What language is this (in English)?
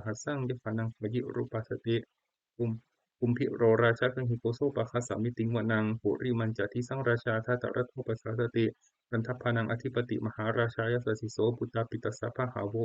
Pali